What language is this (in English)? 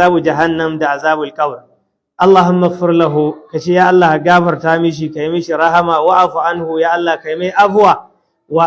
Hausa